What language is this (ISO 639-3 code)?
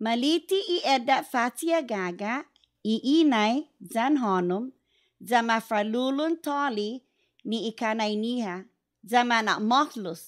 cha